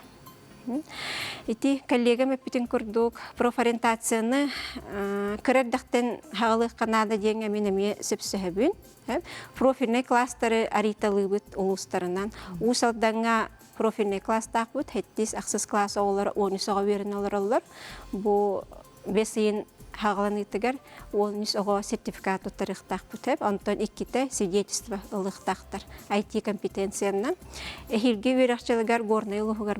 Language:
Yakut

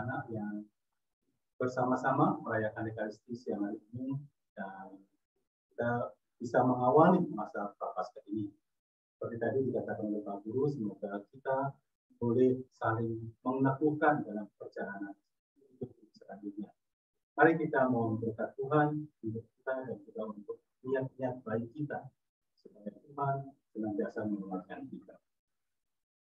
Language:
Indonesian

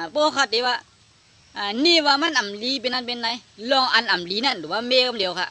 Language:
Shan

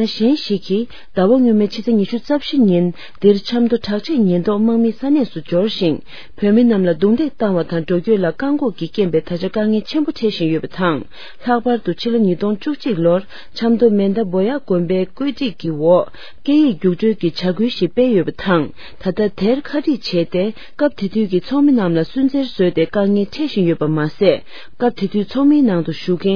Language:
Tibetan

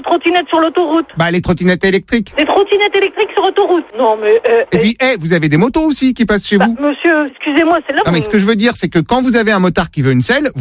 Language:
French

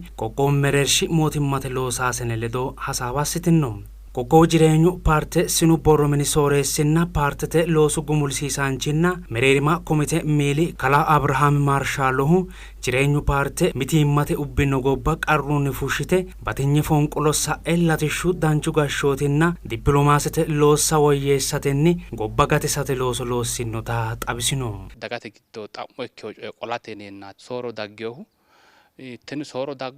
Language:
Sidamo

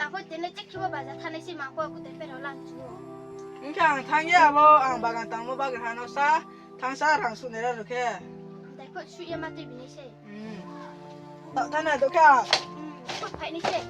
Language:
Riang (India)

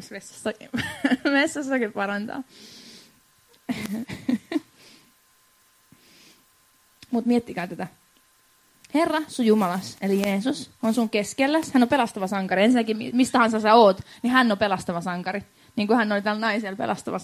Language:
Finnish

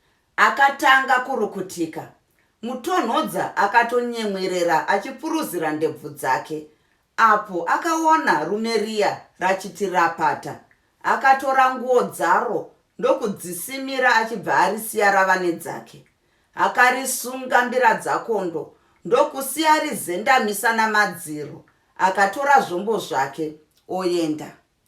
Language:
Shona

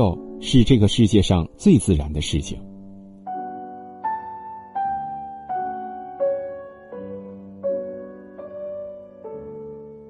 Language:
Chinese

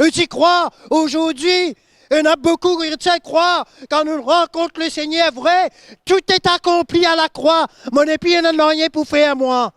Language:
Morisyen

